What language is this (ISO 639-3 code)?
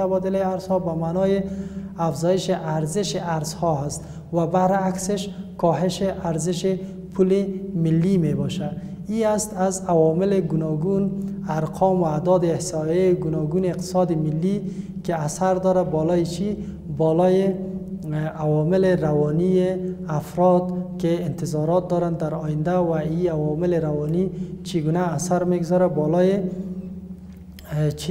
fas